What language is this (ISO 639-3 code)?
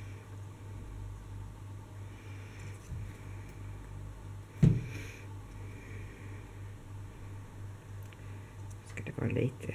swe